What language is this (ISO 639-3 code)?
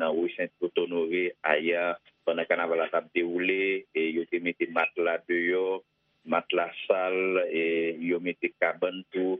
hat